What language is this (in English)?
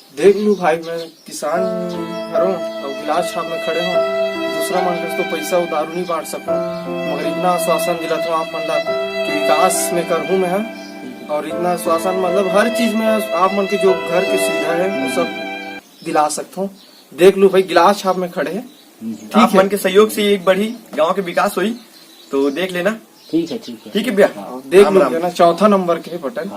Chhattisgarhi